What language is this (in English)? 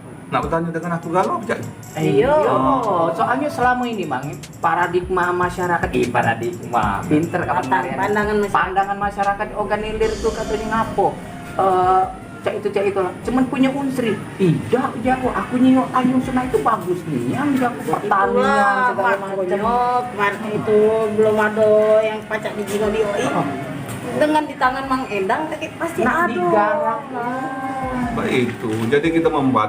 Musi